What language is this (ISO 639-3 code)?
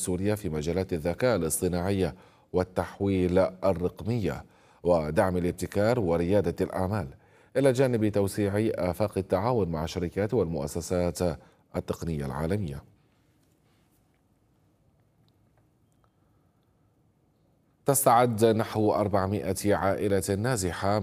ara